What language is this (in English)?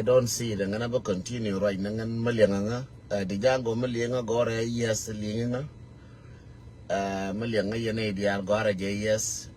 Nuer